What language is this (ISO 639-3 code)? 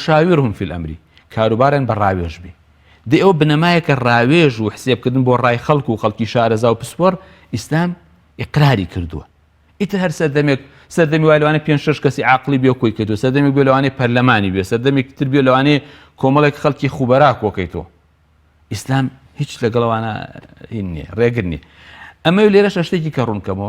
ckb